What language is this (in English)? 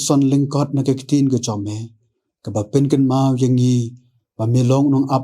Khasi